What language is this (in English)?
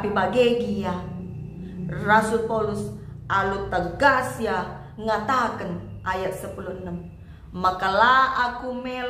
Batak Karo